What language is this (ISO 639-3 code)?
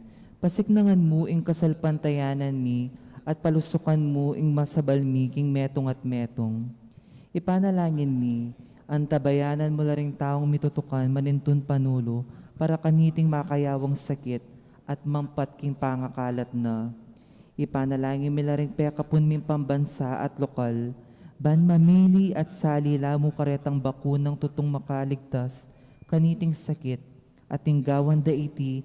pam